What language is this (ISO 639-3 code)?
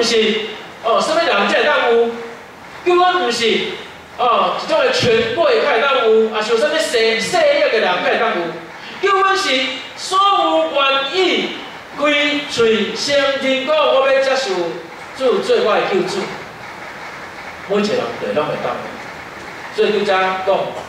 nan